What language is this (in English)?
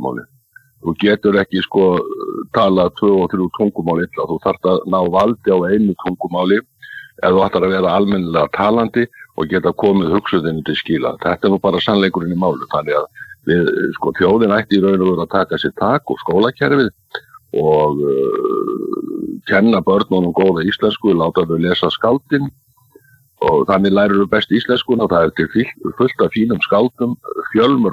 Icelandic